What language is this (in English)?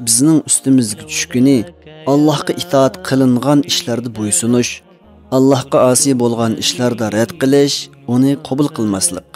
Uyghur